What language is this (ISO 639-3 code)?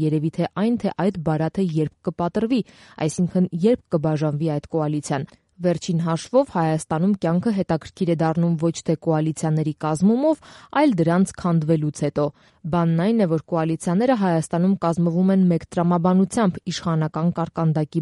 hye